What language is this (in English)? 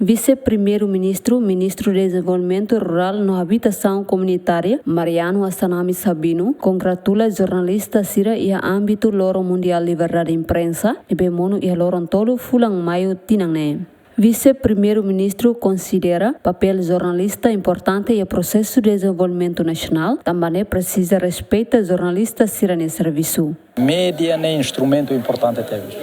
Tetum